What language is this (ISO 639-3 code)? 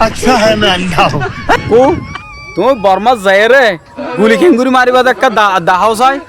rhg